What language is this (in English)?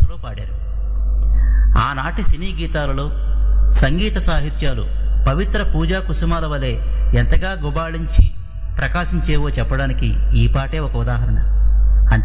Telugu